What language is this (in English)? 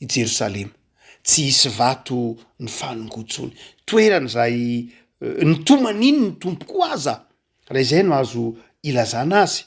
Malagasy